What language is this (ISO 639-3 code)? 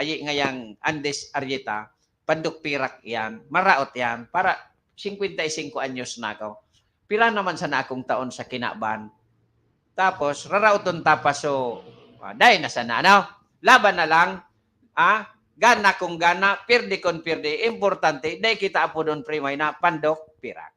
bik